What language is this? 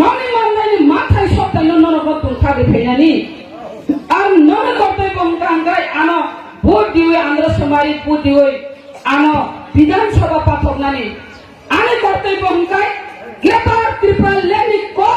Kok Borok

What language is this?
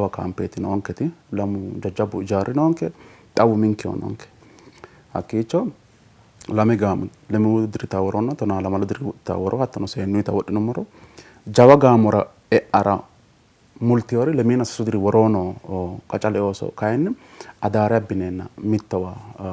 Sidamo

